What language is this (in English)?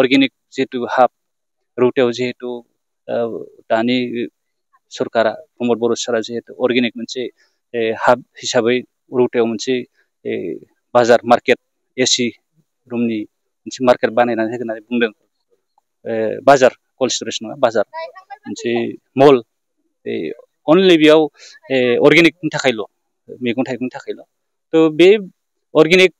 Bodo